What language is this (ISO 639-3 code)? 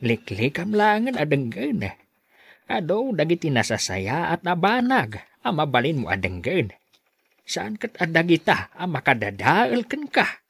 ilo